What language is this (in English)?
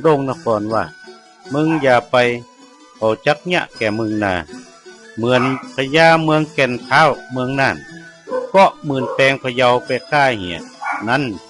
Northern Thai